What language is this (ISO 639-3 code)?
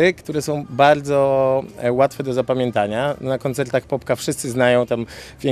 pol